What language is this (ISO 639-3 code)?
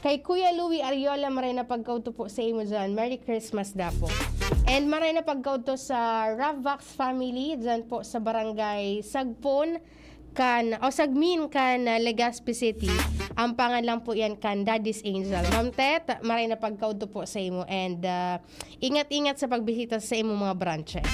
bik